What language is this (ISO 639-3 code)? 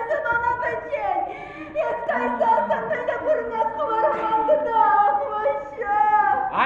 chv